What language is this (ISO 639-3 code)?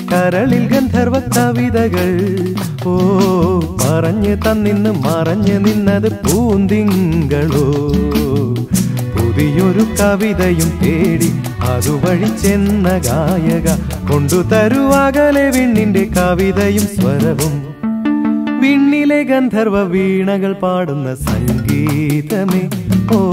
mal